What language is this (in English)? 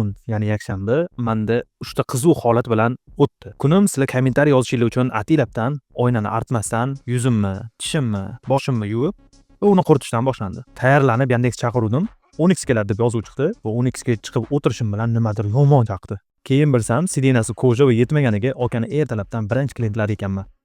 Uzbek